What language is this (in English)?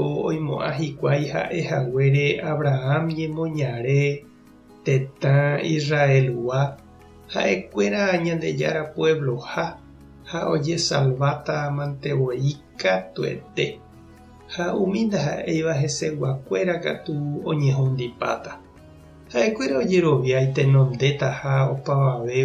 Guarani